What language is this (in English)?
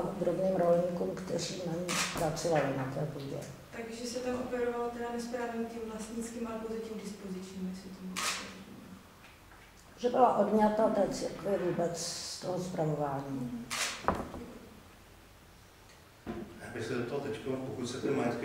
Czech